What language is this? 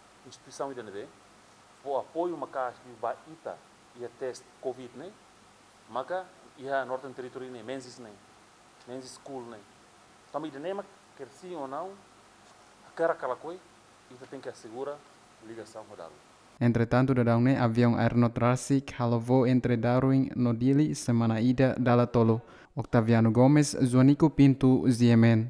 Tetum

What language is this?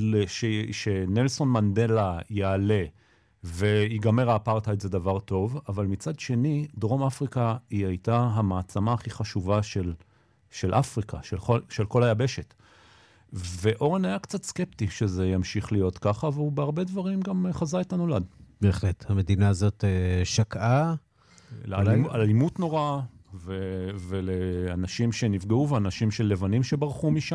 Hebrew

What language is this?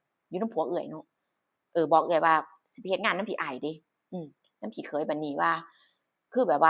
Northeastern Thai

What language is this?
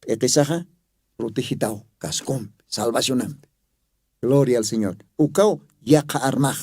Aymara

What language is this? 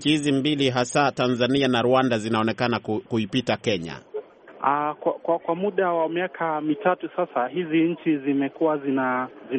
Swahili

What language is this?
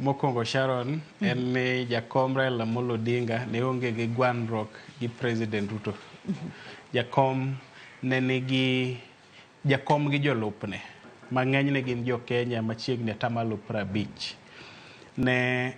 Luo (Kenya and Tanzania)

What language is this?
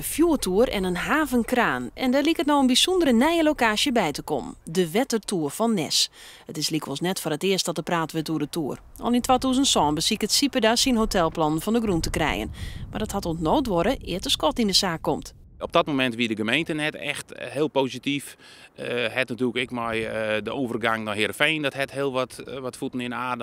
Western Frisian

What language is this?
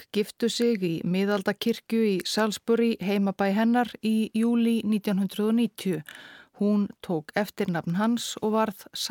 Icelandic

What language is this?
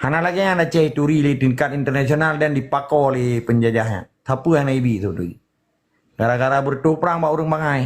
Achinese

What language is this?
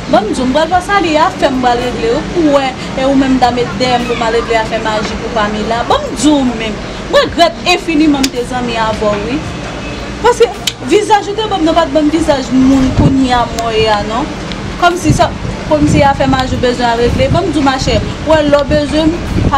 Haitian Creole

